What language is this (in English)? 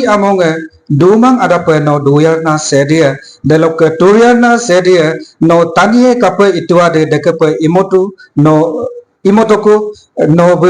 Adi